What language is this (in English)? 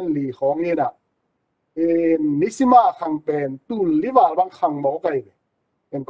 Tedim Chin